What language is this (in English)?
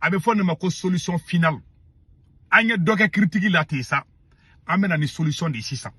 Bambara